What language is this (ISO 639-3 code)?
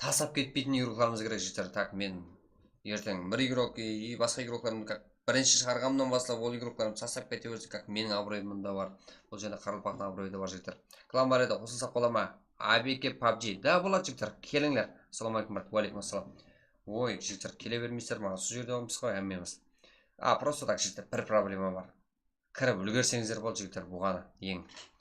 kaa